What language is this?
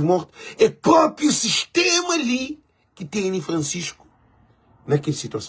Kabuverdianu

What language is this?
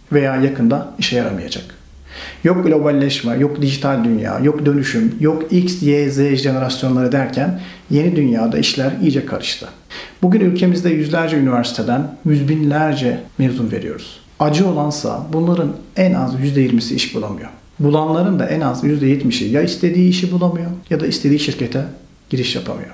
Turkish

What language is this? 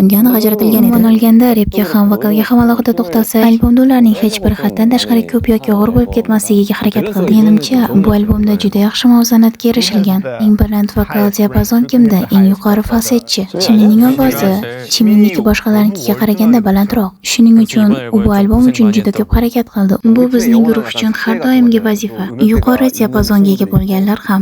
Uzbek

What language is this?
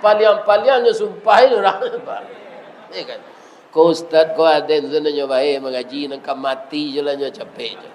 Minangkabau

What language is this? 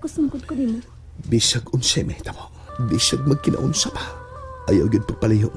Cebuano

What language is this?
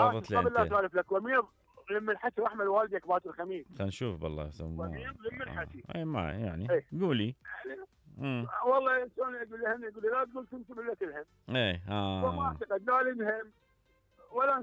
Mesopotamian Arabic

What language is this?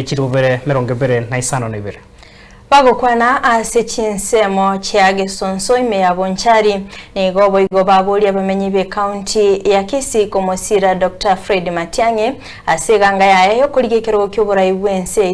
Gusii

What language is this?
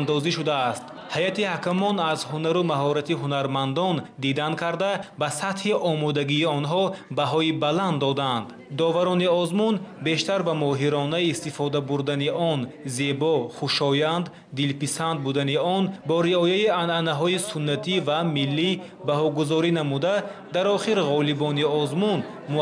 Tajik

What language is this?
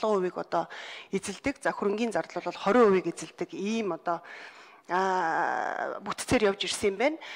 Mongolian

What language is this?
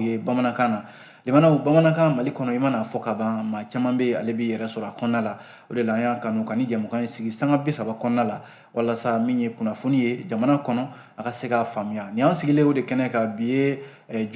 Bambara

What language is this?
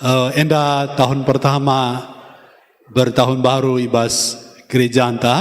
Batak Karo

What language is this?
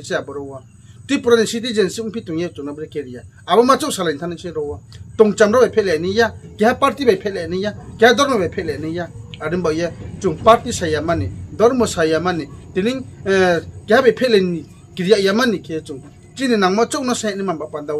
Riang (India)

